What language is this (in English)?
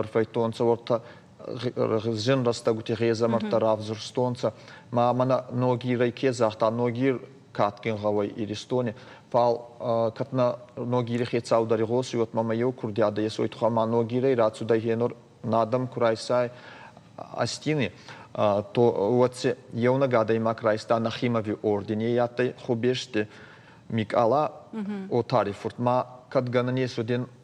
Ossetic